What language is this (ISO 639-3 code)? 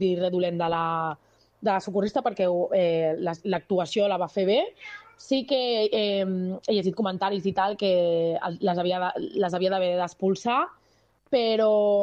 cat